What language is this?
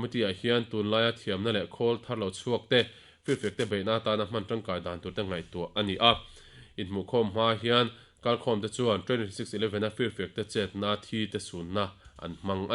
Mizo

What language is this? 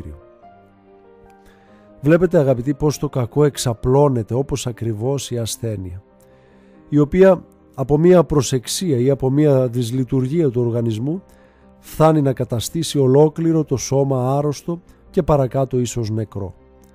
Greek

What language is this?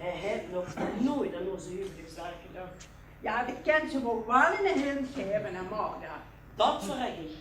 Limburgish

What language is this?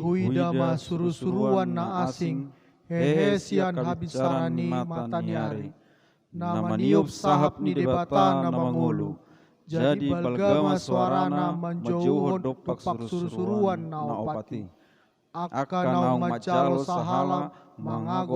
Batak Toba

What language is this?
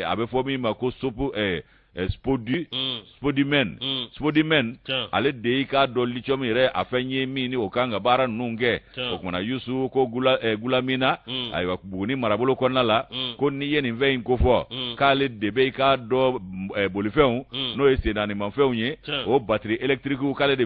Bambara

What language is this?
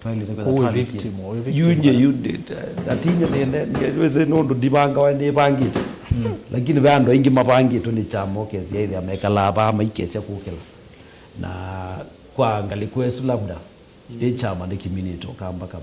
Kamba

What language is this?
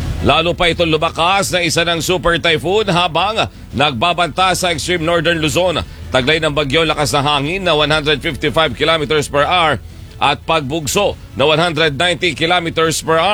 Filipino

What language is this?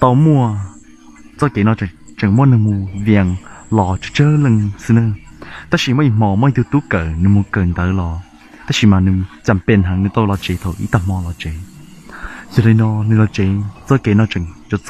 Hmong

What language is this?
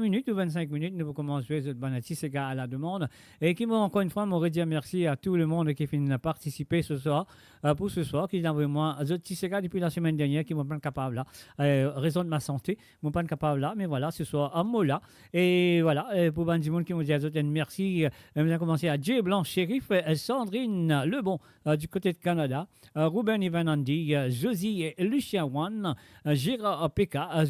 Morisyen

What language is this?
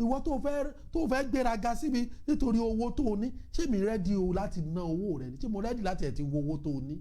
Yoruba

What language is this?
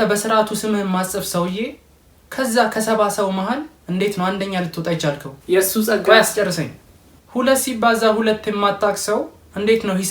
Amharic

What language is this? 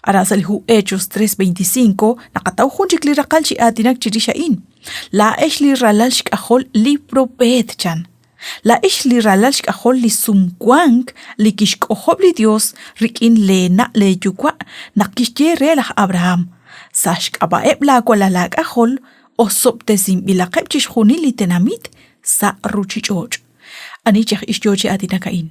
Kekchí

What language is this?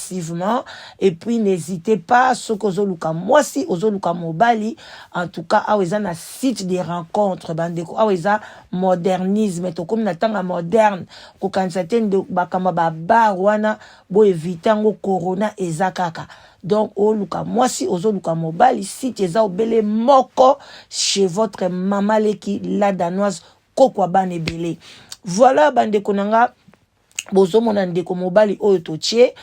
Lingala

